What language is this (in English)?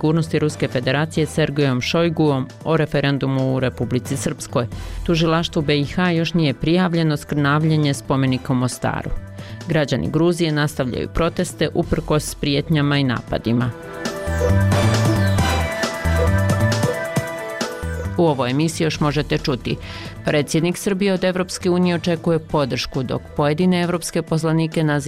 Bosnian